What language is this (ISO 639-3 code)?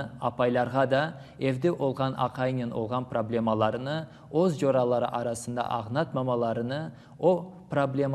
crh